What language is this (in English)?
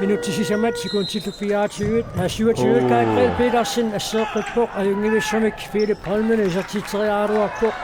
Kalaallisut